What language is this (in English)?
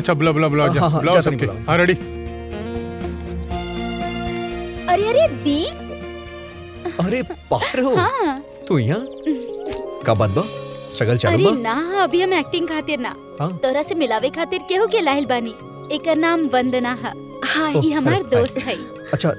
Bhojpuri